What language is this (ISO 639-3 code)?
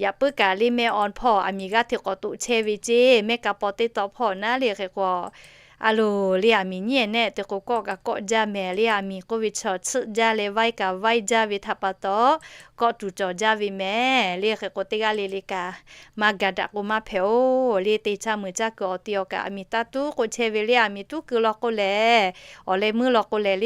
lhu